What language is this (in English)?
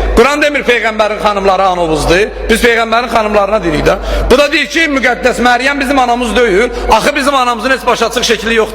Azerbaijani